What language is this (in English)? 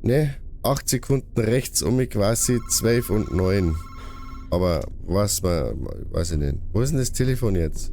Bavarian